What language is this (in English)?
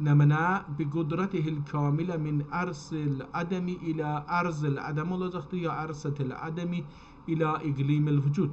South Azerbaijani